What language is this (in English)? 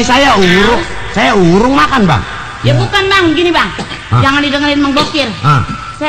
Betawi